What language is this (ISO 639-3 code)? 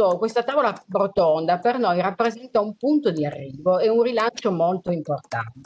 ita